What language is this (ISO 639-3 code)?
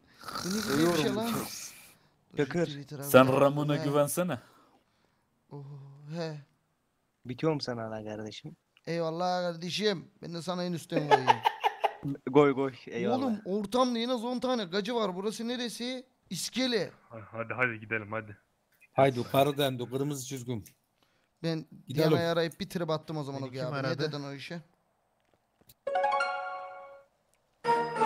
tur